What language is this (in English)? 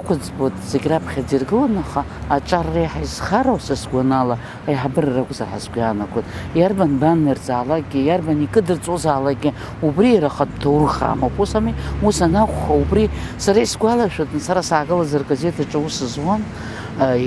Abkhazian